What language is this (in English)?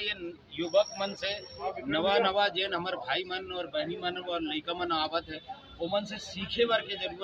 Chhattisgarhi